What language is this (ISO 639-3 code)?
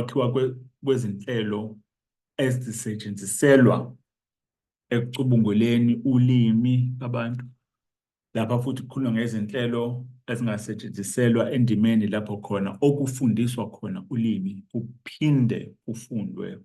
zul